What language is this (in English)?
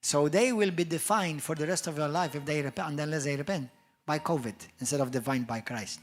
English